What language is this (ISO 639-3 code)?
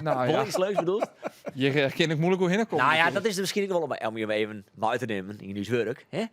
fry